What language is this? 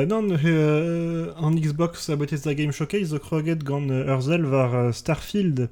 Breton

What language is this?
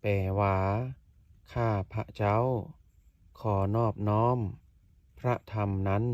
Lao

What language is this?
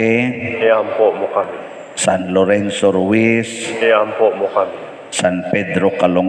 Cebuano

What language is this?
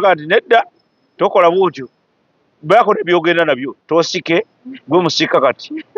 Ganda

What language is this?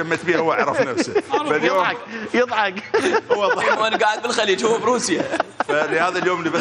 Mesopotamian Arabic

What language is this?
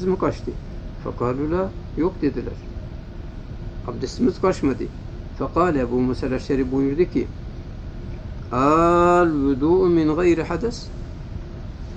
Turkish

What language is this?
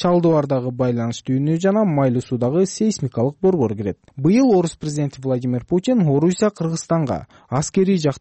Kyrgyz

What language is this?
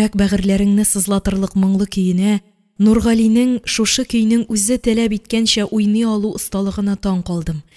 Tatar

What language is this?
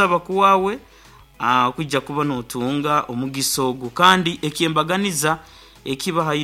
Nyankole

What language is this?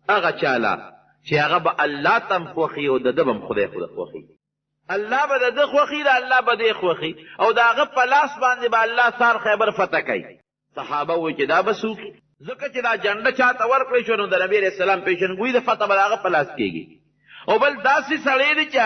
Pashto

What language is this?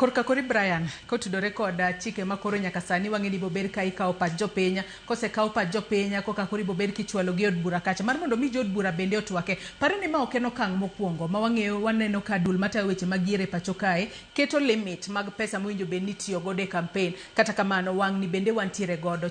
Luo (Kenya and Tanzania)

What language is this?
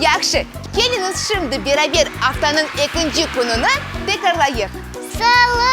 Crimean Tatar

